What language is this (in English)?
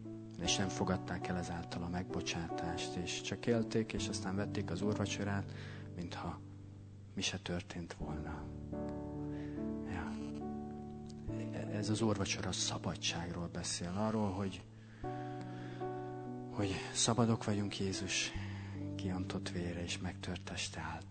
Hungarian